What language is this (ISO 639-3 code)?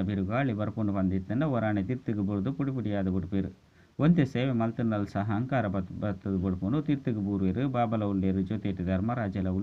tcy